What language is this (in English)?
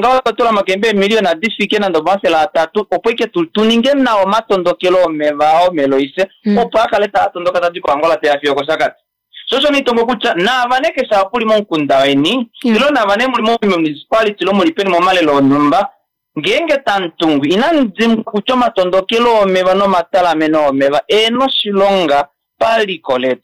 Kuanyama